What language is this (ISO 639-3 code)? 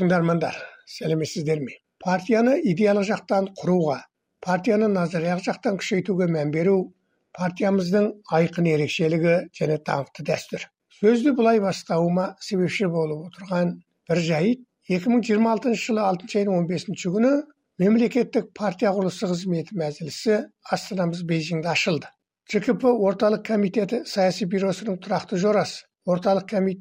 kaz